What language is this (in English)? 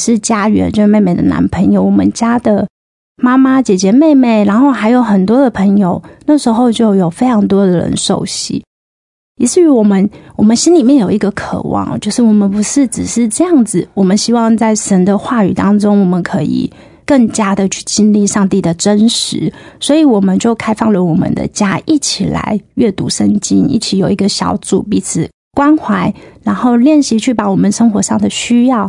Chinese